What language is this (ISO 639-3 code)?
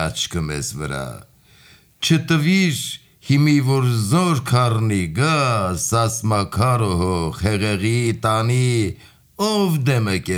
hye